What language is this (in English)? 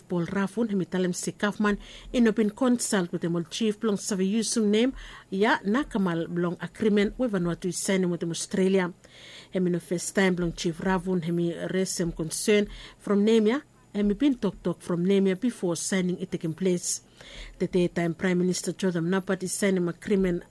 Bislama